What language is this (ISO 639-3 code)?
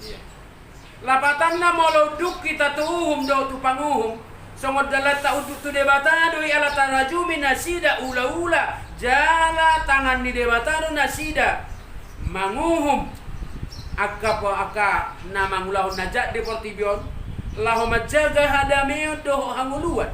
bbc